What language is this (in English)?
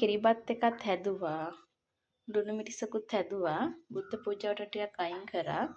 Sinhala